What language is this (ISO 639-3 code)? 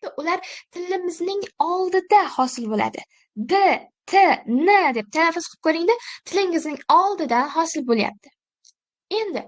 uzb